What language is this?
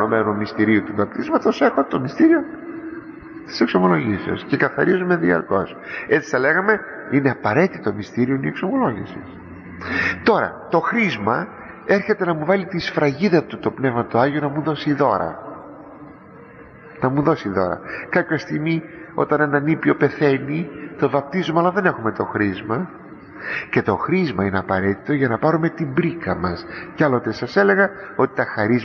Greek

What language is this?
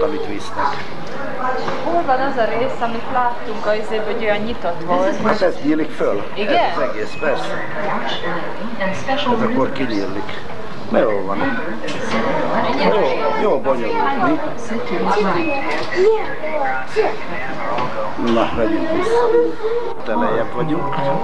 Hungarian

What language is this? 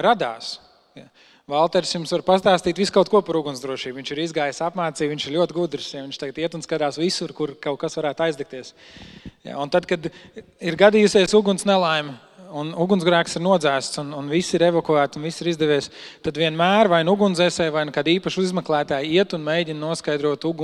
Latvian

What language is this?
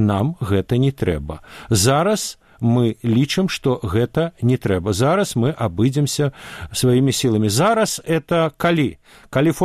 Belarusian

